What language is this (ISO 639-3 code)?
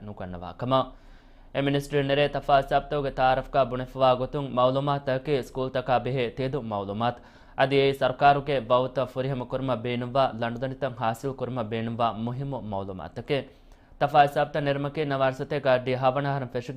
div